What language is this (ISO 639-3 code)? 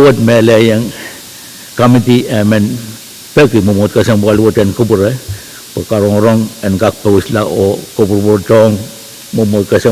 pon